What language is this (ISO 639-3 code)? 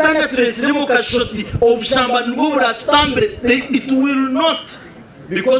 nyn